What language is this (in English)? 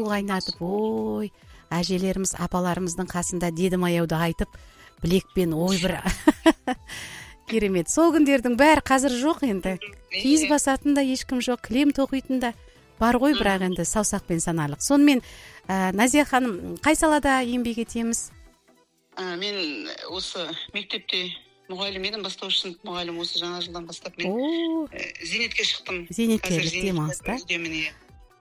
Kazakh